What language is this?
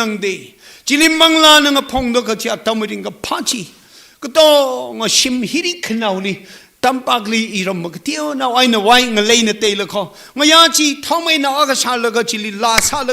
Tangkhul Naga (India)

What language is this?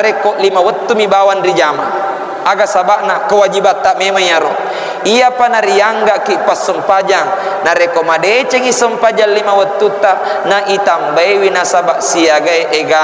Buginese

